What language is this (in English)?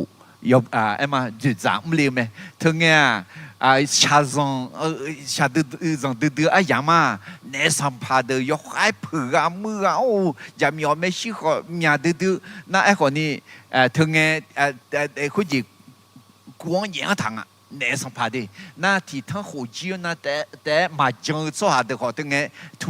Akha